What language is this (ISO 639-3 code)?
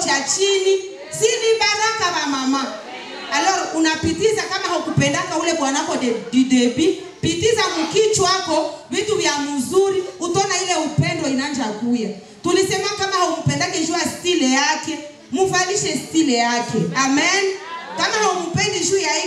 swa